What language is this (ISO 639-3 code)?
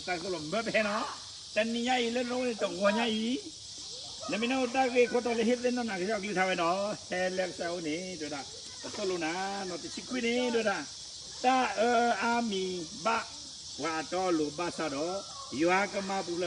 ksw